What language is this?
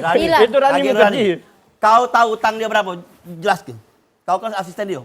Musi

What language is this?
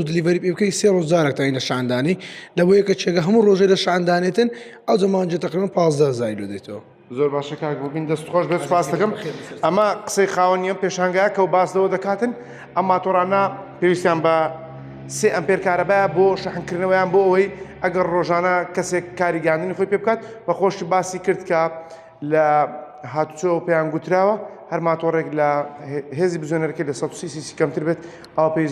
Central Kurdish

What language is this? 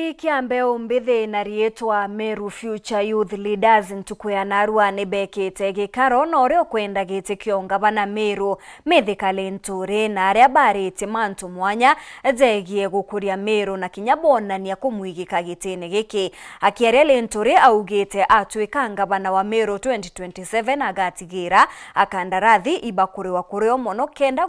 Meru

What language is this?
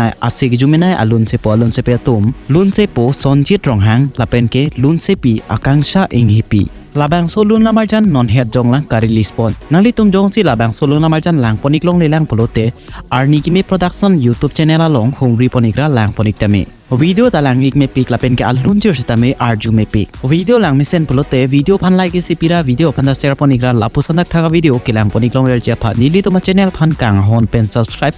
Karbi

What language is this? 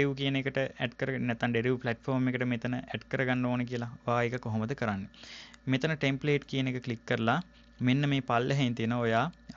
Sinhala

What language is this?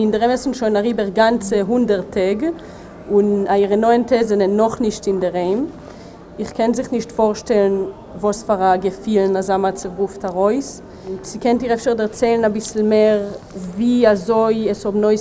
Yiddish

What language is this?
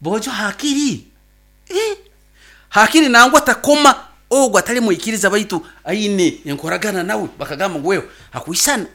Nyoro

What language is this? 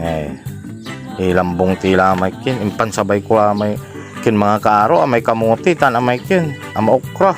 Pangasinan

